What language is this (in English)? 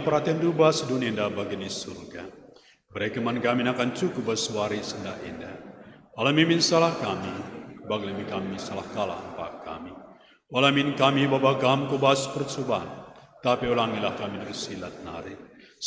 Batak Karo